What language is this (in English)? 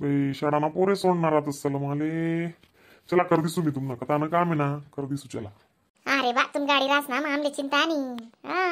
Khandesi